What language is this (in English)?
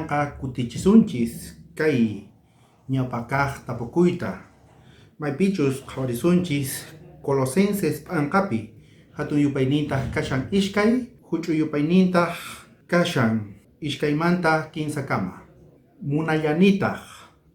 South Bolivian Quechua